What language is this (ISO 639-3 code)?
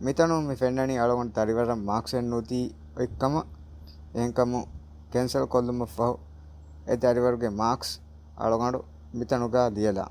div